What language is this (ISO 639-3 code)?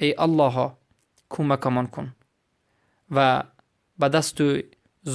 fas